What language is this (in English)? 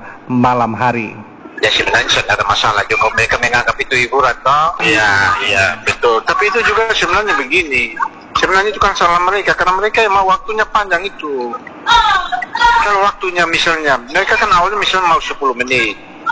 Indonesian